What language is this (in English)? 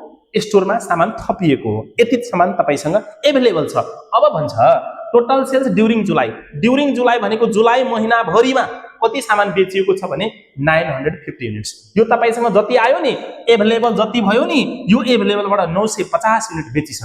Nepali